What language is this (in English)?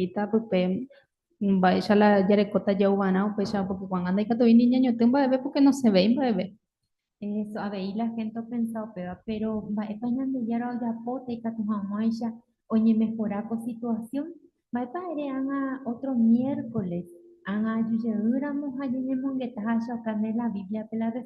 Guarani